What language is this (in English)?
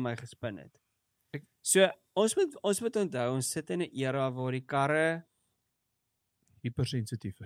Afrikaans